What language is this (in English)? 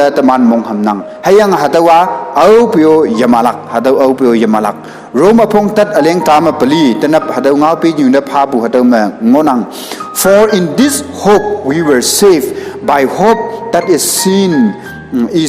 Konyak Naga